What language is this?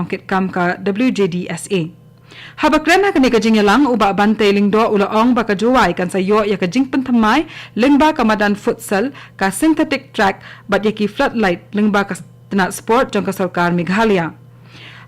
Khasi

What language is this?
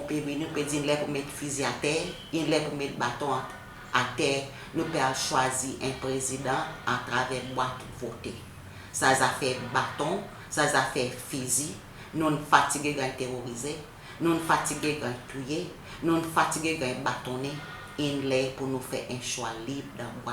Seselwa Creole French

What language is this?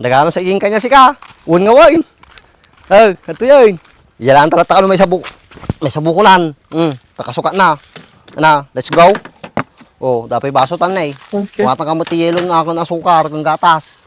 Iloko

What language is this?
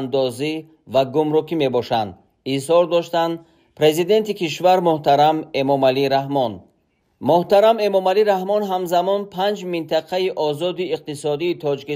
Tajik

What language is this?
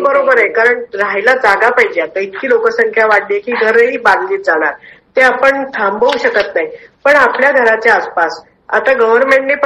Marathi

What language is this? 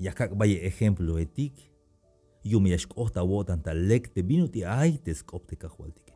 Tzeltal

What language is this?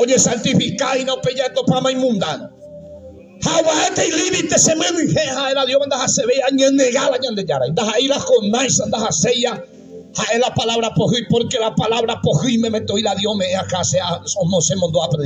Guarani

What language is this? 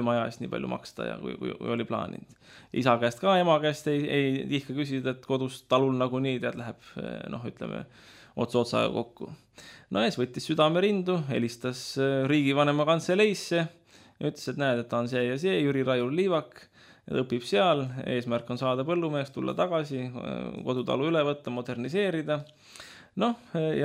Estonian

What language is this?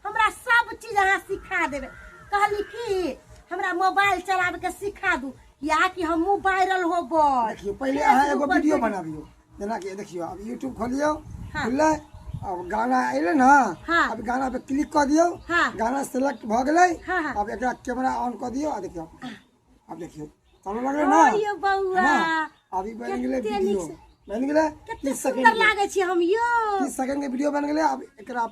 Maithili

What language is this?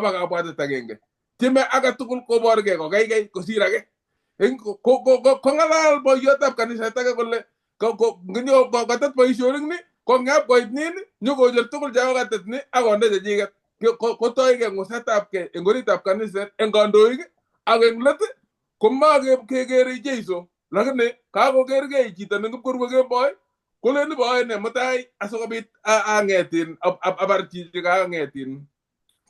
Kalenjin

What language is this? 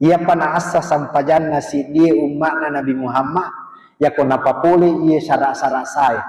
Buginese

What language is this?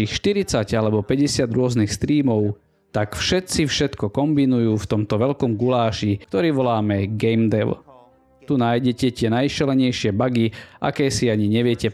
Slovak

